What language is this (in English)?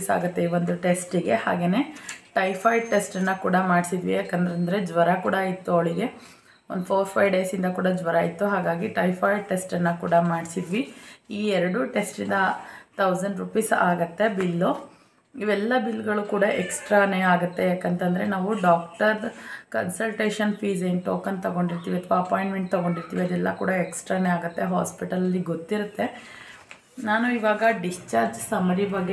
Kannada